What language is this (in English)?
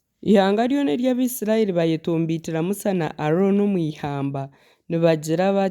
Nyankole